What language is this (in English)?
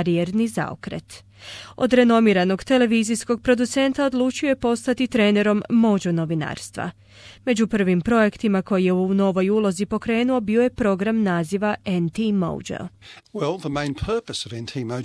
Croatian